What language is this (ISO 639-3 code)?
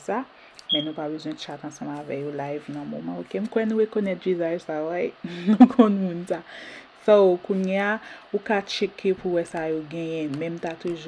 hat